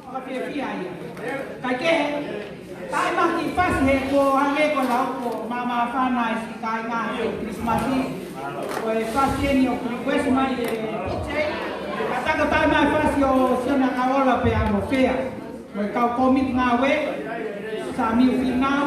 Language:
Tongan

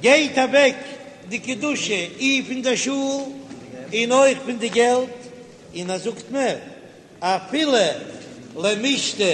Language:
Yiddish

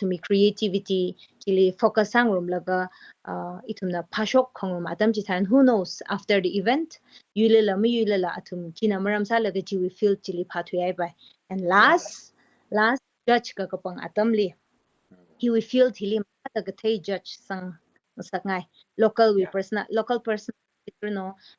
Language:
Tangkhul Naga (India)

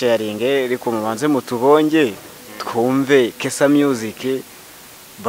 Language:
Kinyarwanda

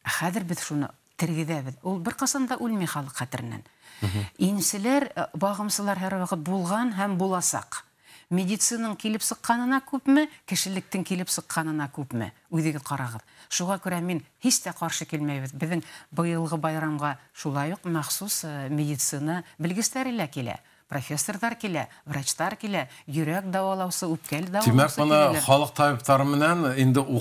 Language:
Bashkir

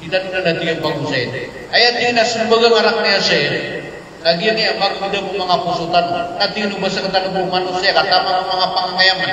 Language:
Maranao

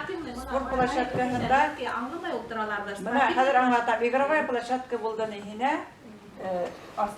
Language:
Bashkir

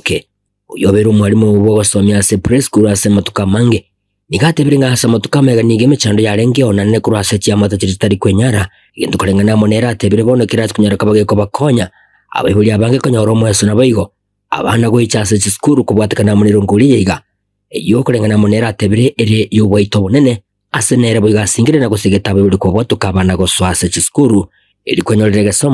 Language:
Gusii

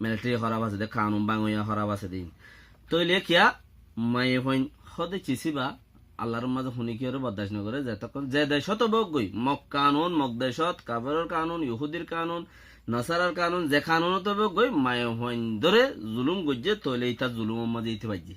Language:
Rohingya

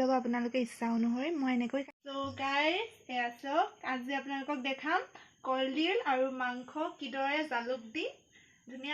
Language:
Assamese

